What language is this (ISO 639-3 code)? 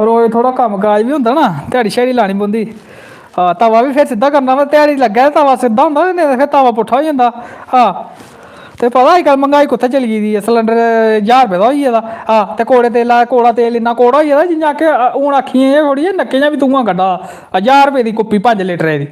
doi